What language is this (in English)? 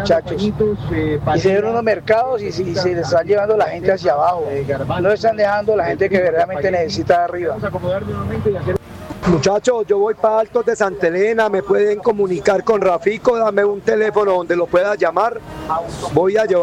Spanish